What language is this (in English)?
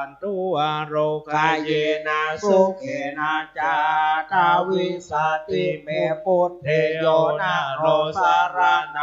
Pali